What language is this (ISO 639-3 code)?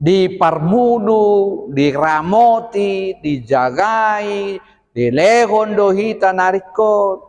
bbc